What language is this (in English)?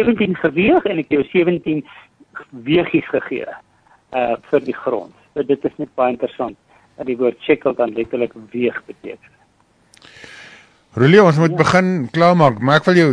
Afrikaans